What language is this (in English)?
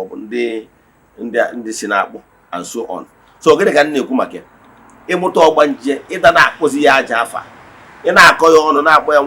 Igbo